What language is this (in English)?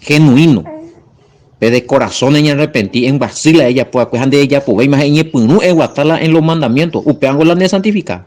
Guarani